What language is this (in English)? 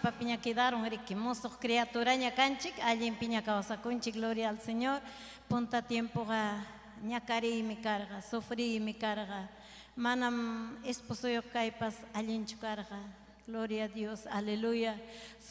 Ayacucho Quechua